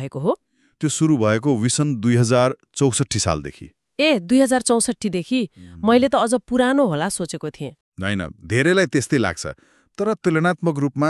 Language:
Nepali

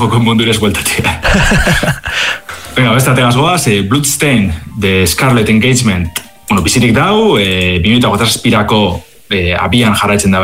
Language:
Basque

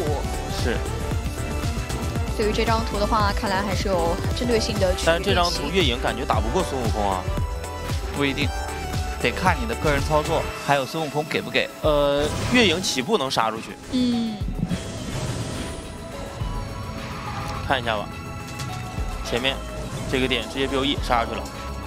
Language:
Chinese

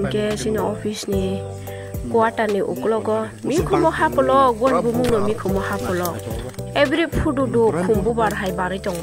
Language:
Kok Borok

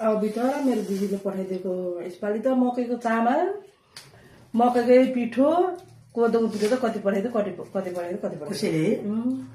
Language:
Nepali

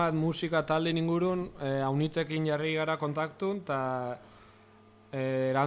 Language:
Basque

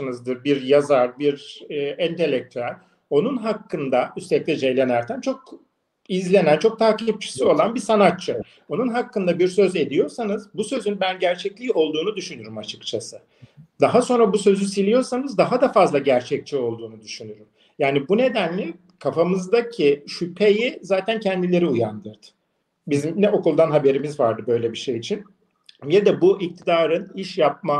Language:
Turkish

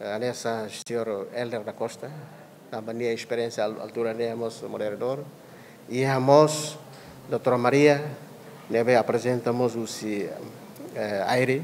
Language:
Tetum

